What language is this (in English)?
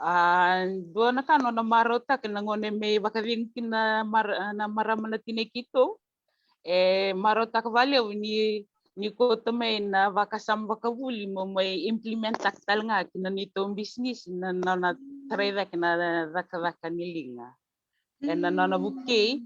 Fijian